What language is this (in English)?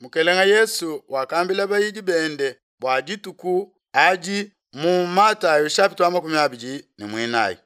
Luba-Lulua